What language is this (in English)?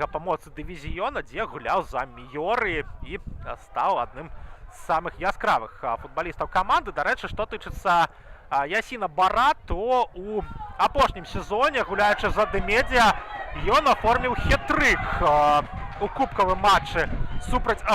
Belarusian